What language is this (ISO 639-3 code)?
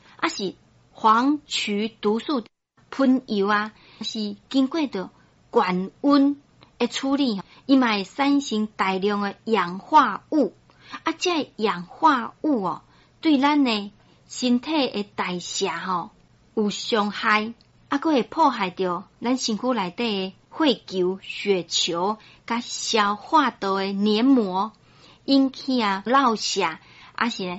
nan